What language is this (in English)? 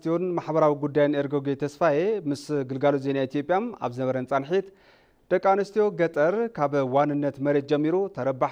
Tigrinya